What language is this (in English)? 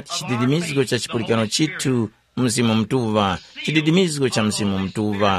Tumbuka